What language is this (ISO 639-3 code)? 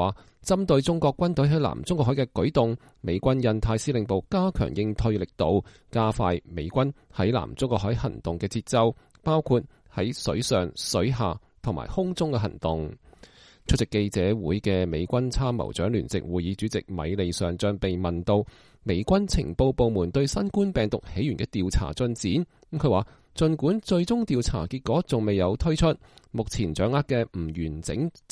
yue